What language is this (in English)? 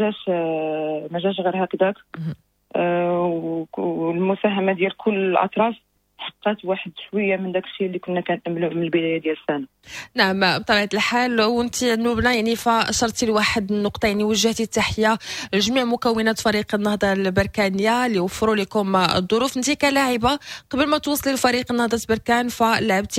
Moroccan Arabic